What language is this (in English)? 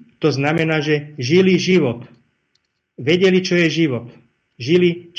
Slovak